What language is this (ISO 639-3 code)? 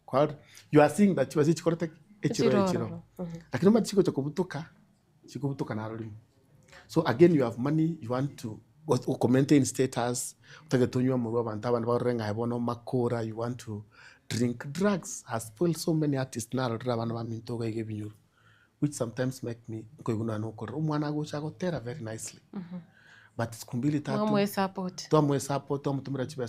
guz